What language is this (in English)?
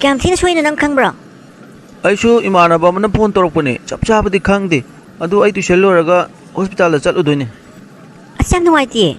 Manipuri